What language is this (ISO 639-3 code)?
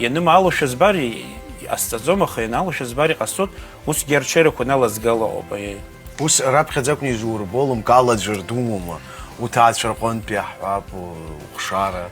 abk